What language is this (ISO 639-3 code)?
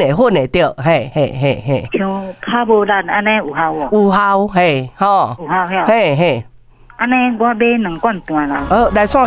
nan